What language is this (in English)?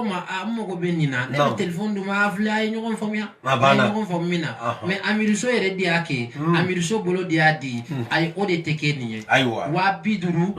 Bambara